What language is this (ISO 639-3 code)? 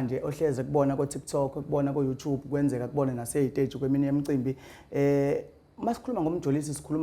zul